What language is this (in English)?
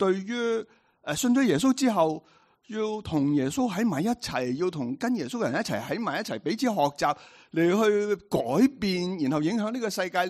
Cantonese